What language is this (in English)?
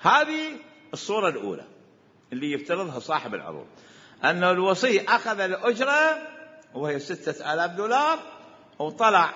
Mesopotamian Arabic